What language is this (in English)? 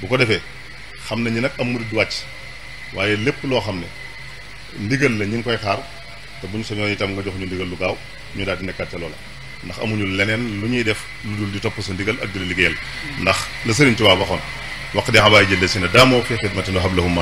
Wolof